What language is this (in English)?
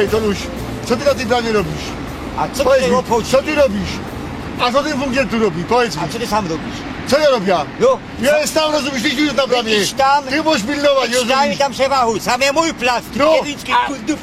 Silesian